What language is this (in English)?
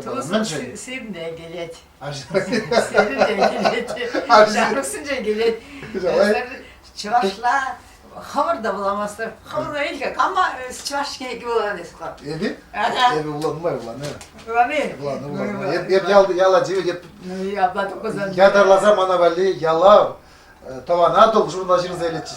Chuvash